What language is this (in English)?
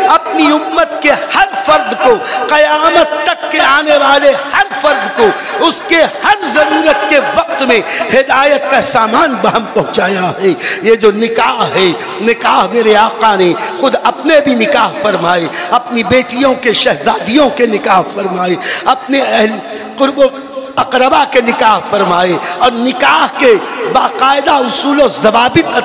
Urdu